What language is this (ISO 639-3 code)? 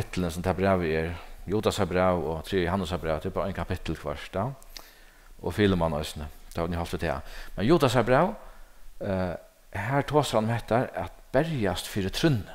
fao